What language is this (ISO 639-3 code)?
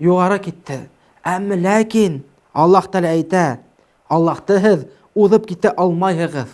bak